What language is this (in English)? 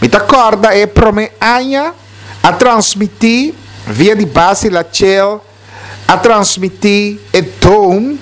Papiamento